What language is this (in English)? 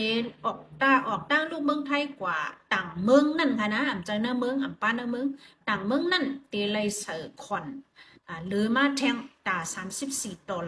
Shan